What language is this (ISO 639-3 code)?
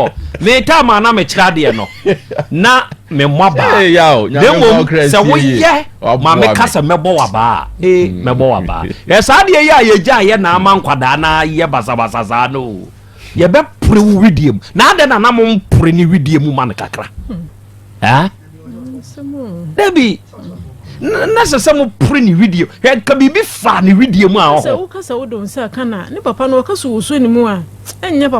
aka